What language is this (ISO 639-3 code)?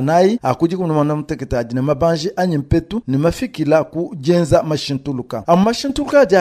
lua